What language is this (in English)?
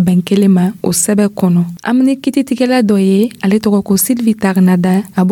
Dyula